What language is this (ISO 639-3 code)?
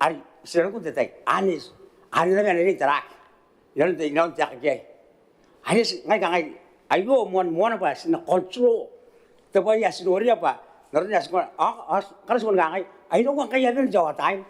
gil